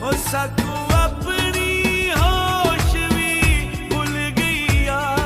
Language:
Pahari-Potwari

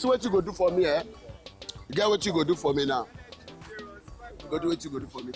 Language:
Nigerian Pidgin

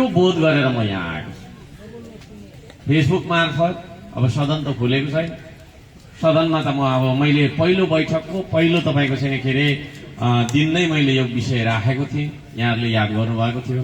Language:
Nepali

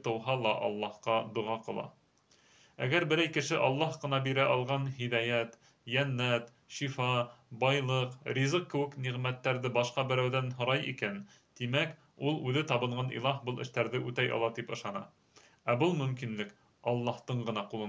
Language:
Bashkir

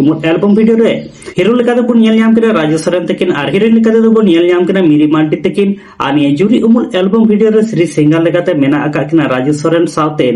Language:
Santali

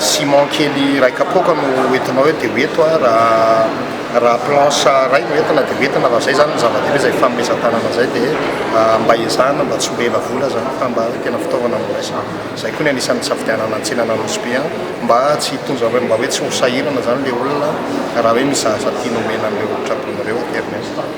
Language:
Malagasy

